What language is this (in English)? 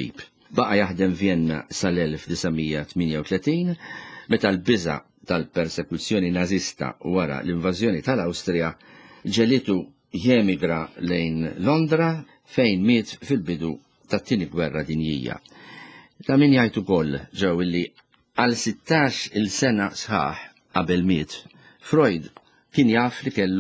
Maltese